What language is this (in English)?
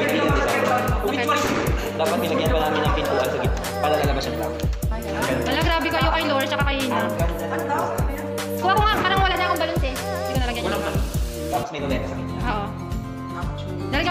Filipino